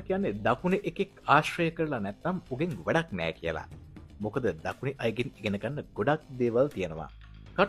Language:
Sinhala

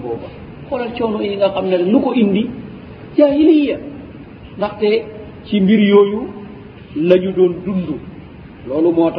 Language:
Wolof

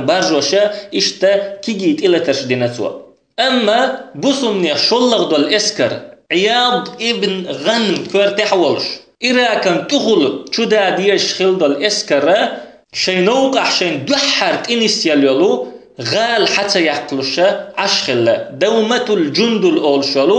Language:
Chechen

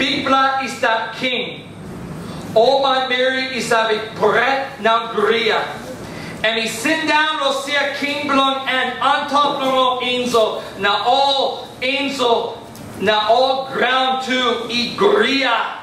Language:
Tok Pisin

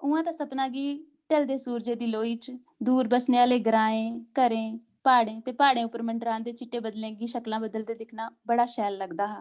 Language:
Dogri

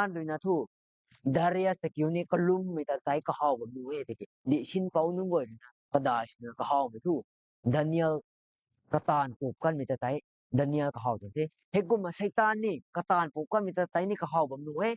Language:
Rongmei Naga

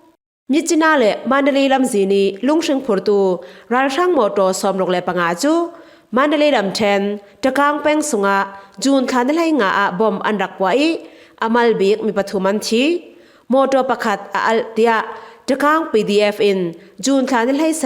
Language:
Falam Chin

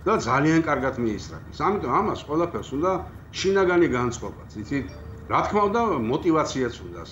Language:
Georgian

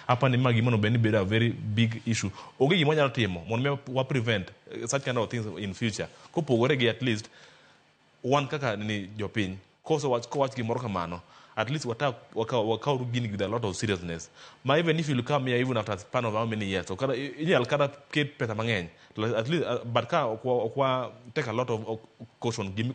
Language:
Luo (Kenya and Tanzania)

